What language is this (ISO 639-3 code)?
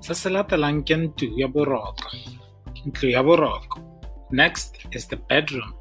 tsn